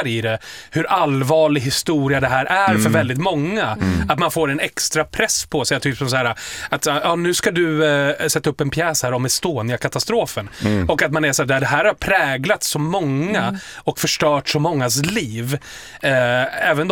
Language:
Swedish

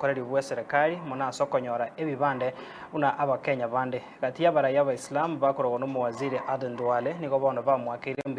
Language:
Gusii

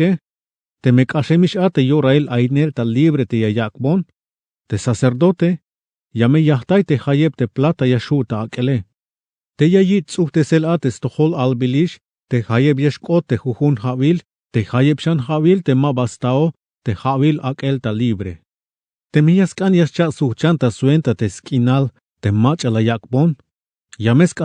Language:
Tzeltal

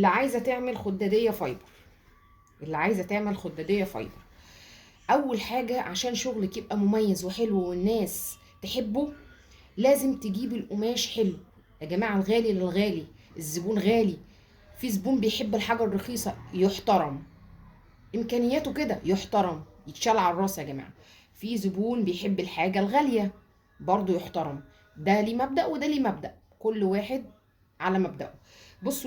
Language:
Egyptian Arabic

